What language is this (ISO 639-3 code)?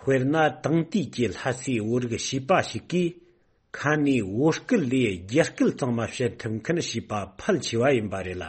bod